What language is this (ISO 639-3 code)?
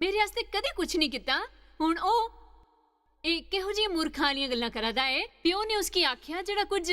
doi